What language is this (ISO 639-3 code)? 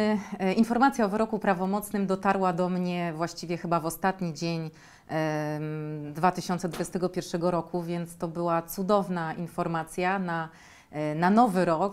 pol